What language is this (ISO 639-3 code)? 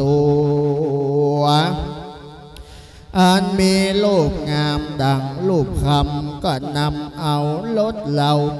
tha